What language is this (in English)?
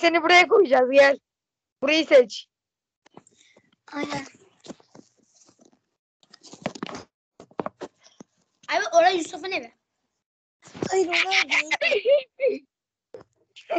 Turkish